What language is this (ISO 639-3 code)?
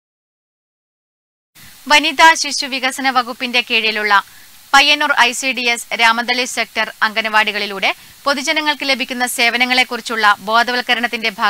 mal